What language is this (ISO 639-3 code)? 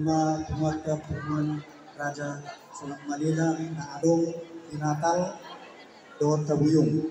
bbc